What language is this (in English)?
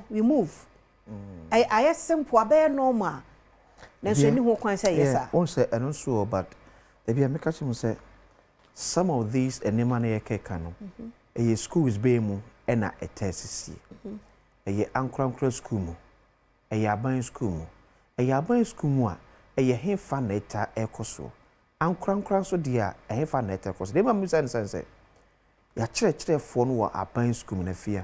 Akan